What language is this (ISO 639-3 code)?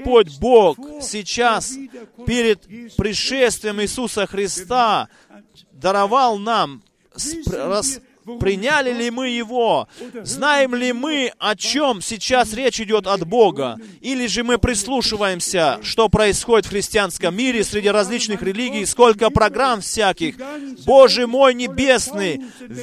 rus